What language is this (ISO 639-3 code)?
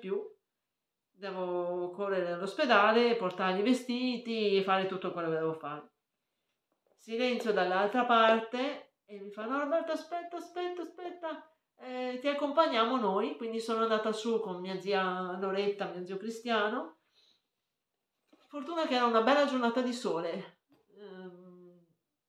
ita